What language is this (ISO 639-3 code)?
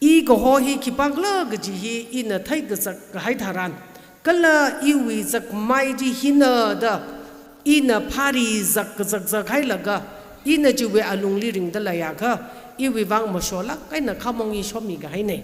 nmf